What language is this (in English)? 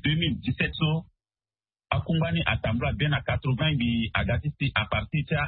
Sango